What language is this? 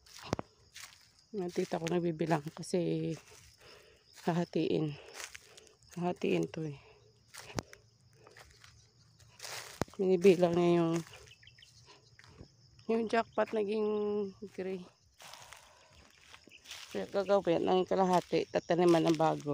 Filipino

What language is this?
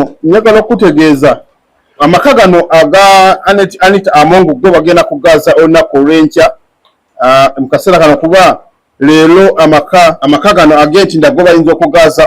Ganda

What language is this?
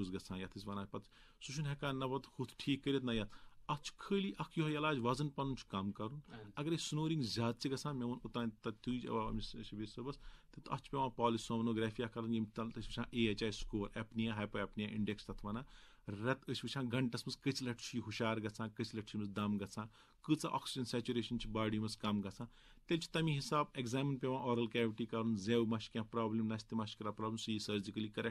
Kashmiri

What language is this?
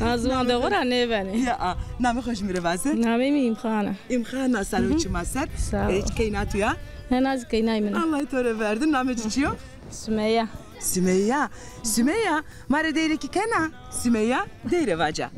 Zaza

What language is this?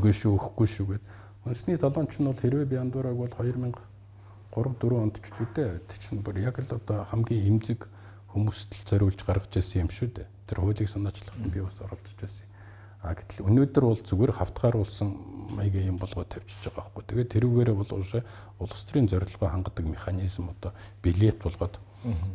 Mongolian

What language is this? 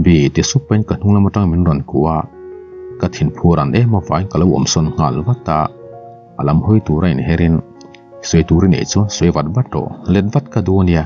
Mizo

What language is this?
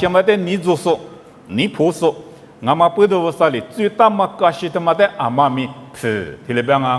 Lisu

